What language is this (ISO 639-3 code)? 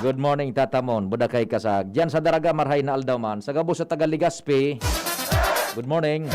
bik